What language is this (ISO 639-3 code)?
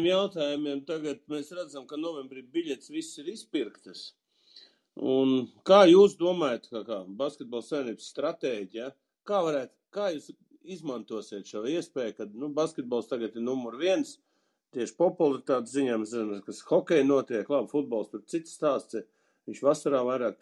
lav